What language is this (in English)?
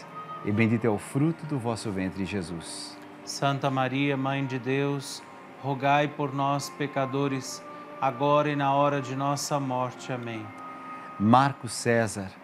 Portuguese